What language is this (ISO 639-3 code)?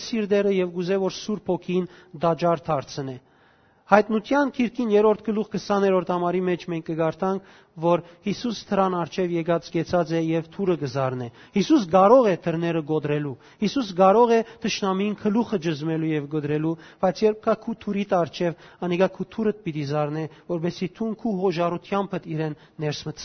hyw